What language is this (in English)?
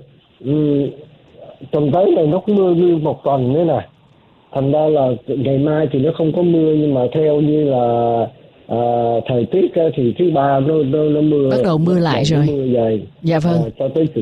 Vietnamese